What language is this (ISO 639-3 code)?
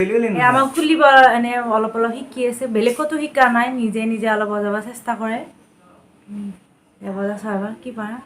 asm